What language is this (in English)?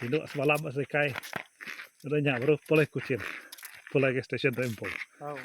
Iban